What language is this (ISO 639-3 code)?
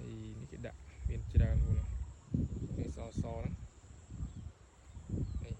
khm